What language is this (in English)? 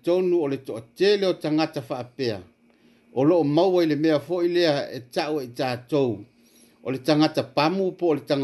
Samoan